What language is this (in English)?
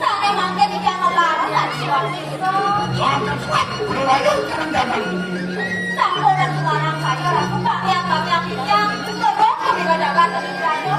Balinese